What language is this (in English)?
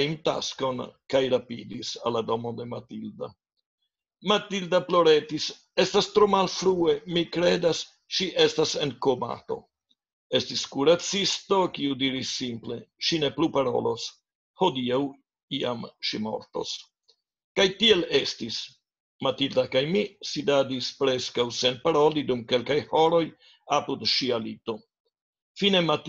Esperanto